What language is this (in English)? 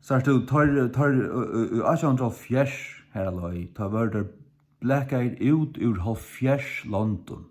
Faroese